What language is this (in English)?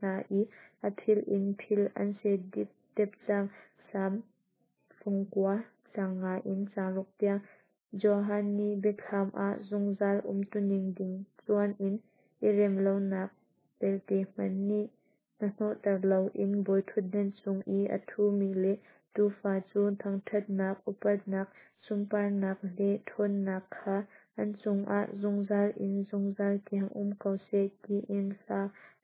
Hakha Chin